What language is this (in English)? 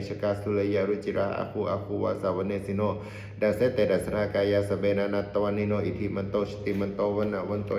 Pali